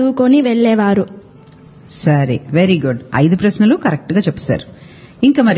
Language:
Telugu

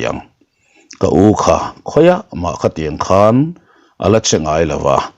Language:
Mizo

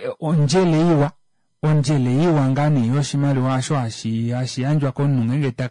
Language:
Kuanyama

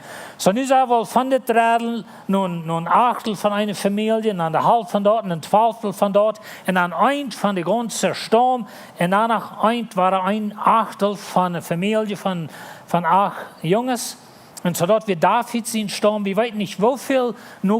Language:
Plautdietsch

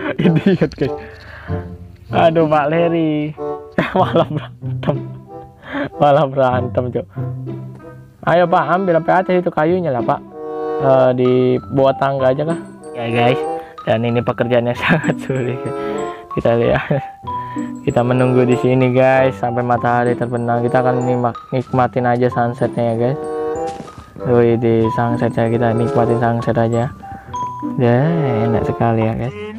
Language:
Indonesian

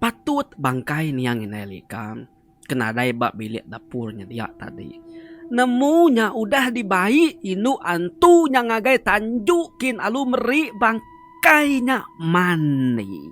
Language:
Iban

